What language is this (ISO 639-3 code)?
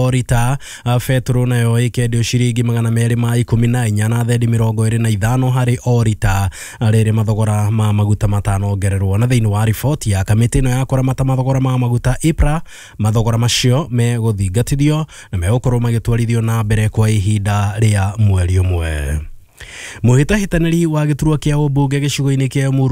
kik